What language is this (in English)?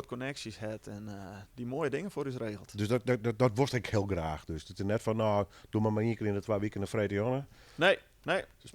Western Frisian